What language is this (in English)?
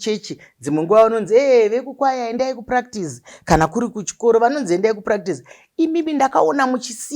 Shona